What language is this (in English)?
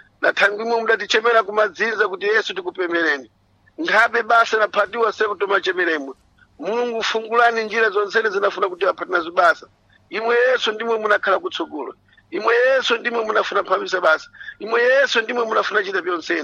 Sena